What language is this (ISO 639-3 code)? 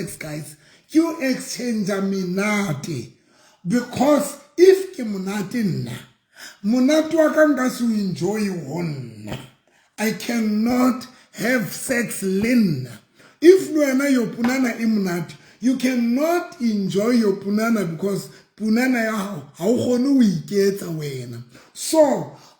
sot